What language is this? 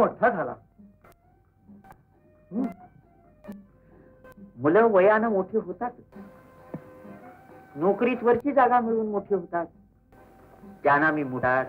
Marathi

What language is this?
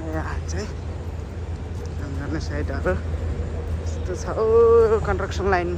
Nepali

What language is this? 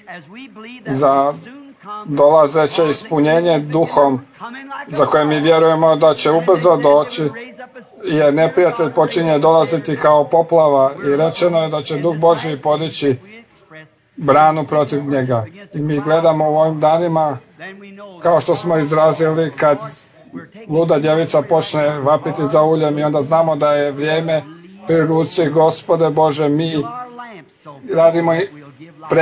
Croatian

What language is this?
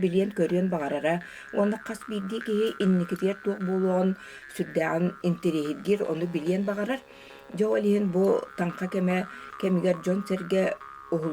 Yakut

